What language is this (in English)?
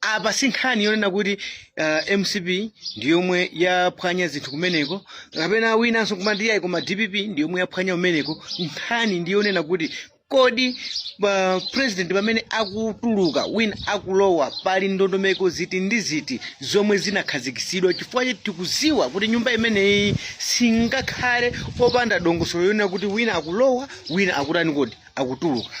Nyanja